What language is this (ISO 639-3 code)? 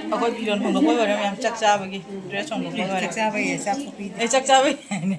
mni